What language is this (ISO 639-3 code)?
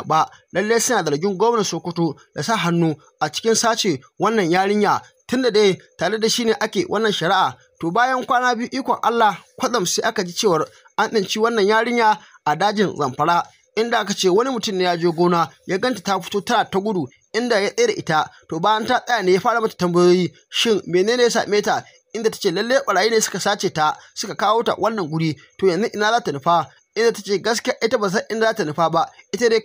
hau